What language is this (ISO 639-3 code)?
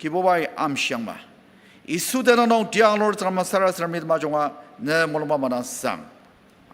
njo